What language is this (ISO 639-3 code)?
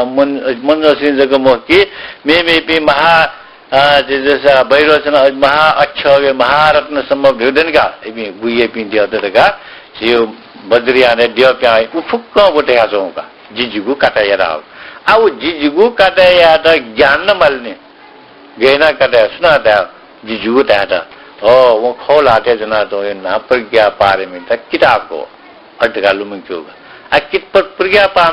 new